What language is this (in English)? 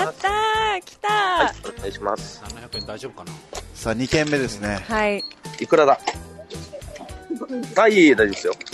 Japanese